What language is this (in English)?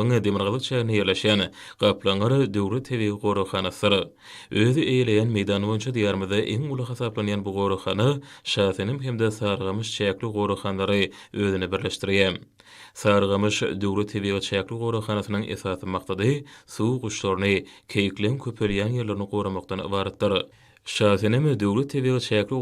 Turkmen